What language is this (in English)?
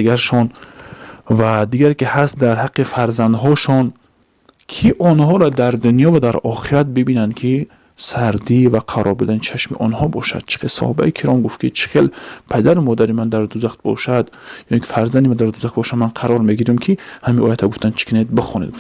Tajik